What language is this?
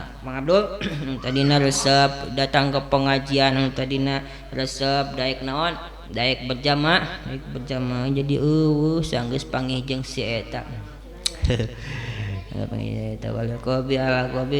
Sundanese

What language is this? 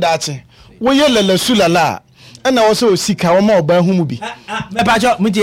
Akan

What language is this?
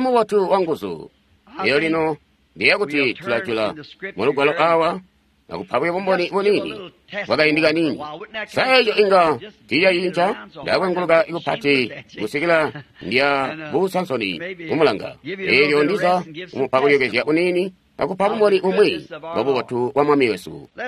Tonga (Zambia)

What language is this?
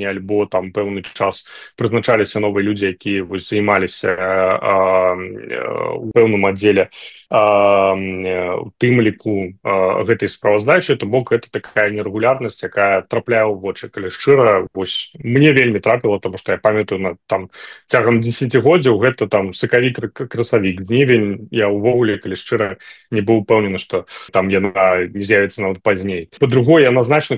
Belarusian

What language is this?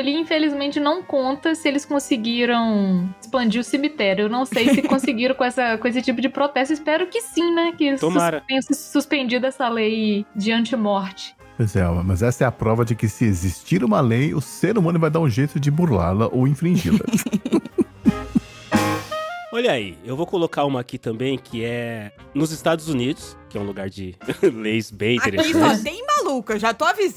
Portuguese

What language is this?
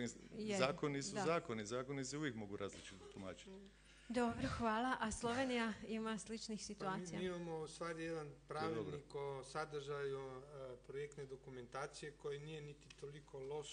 Croatian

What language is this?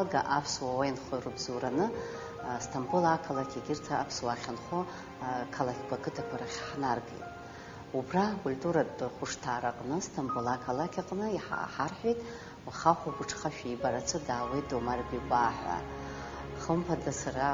Abkhazian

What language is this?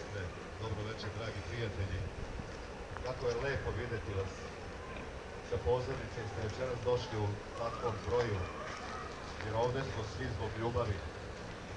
Serbian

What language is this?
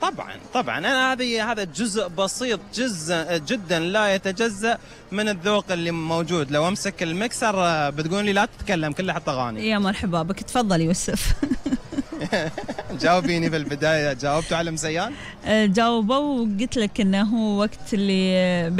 Gulf Arabic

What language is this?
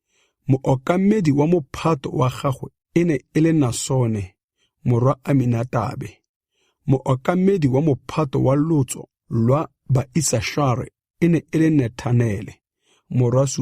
Tswana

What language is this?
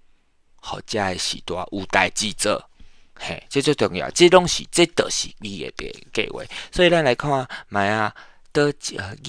Min Nan Chinese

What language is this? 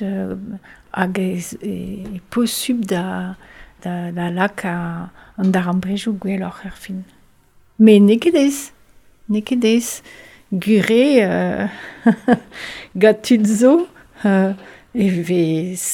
Breton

